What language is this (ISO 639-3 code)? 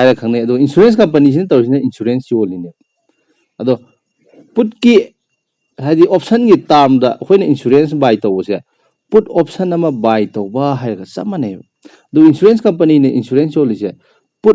mni